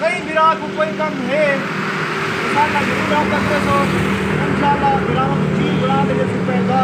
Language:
Saraiki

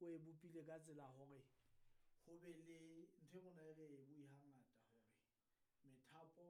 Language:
Southern Sotho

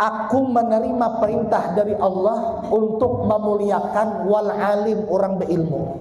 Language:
Banjar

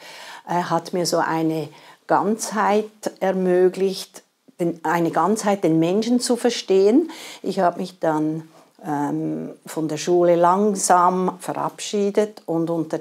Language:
German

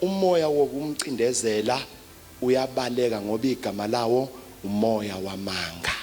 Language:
Zulu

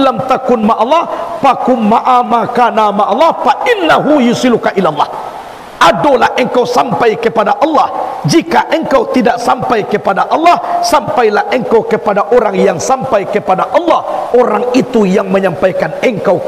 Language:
Minangkabau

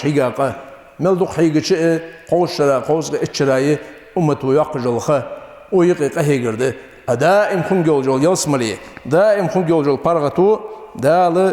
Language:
Ingush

